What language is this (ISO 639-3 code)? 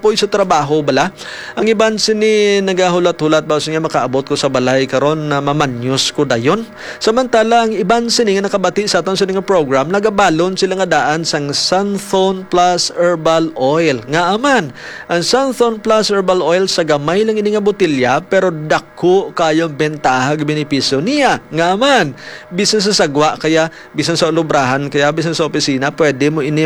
hil